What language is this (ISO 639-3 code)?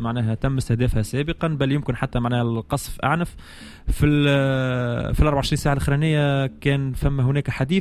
aeb